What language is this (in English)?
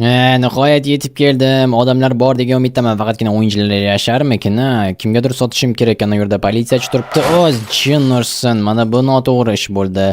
Uzbek